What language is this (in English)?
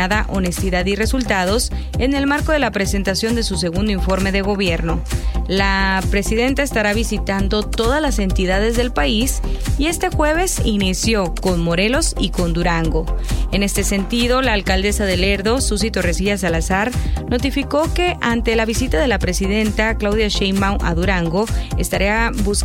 Spanish